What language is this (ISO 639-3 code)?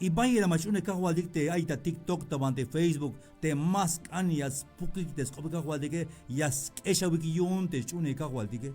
tzh